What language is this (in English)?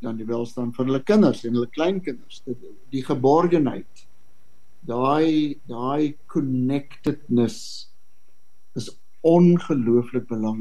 Afrikaans